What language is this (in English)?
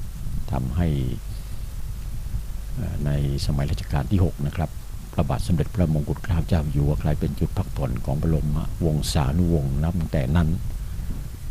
Thai